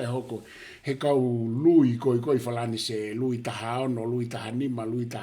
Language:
Tongan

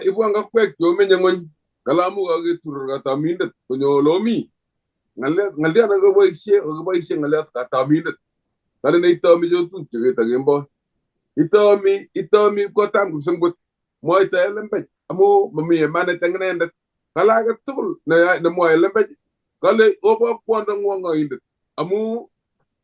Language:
Kalenjin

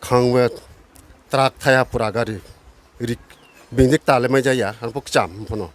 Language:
Riang (India)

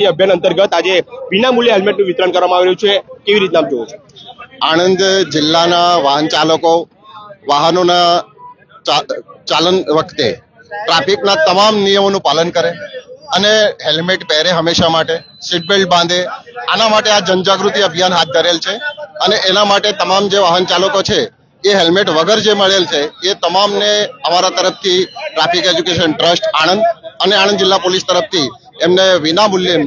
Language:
Gujarati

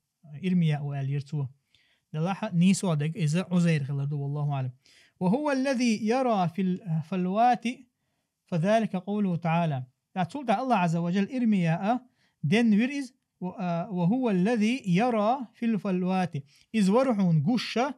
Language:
Chechen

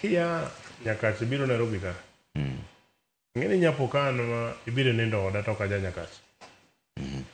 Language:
Luo (Kenya and Tanzania)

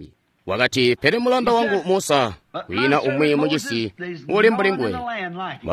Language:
Tonga (Zambia)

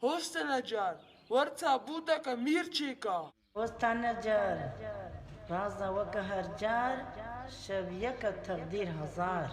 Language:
Kurdish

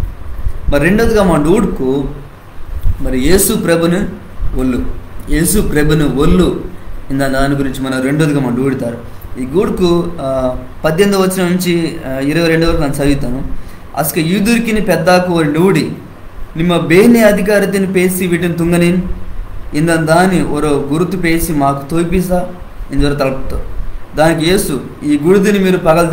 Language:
Koya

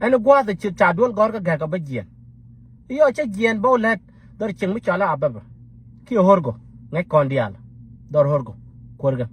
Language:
Nuer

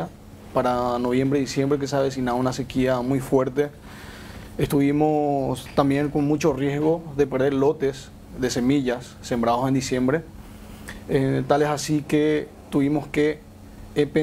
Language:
Spanish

